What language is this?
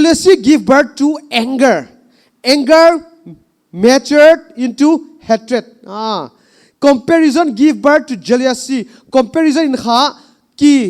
Paite Chin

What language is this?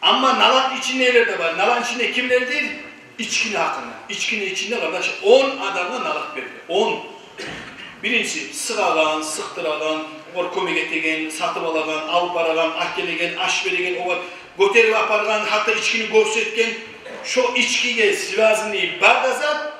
Kumyk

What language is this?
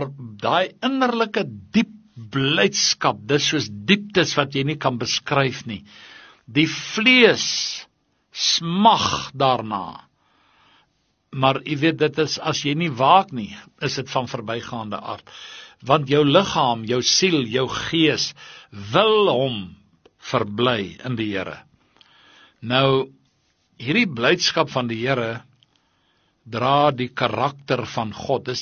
Afrikaans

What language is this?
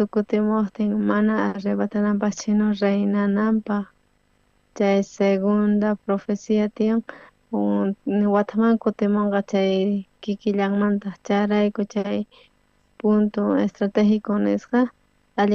South Bolivian Quechua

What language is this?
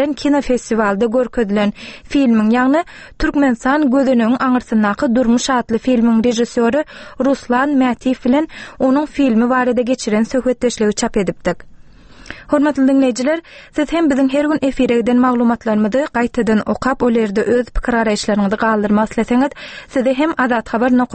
Turkmen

